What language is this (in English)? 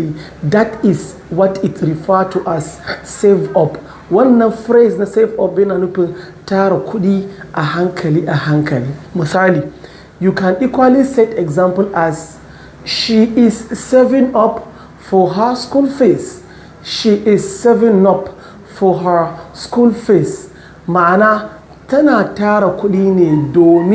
Hausa